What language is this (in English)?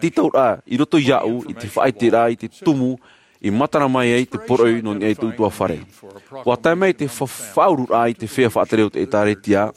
Tahitian